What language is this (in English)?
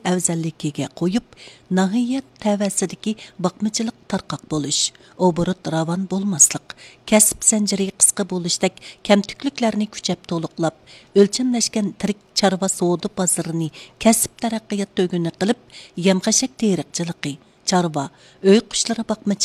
Uyghur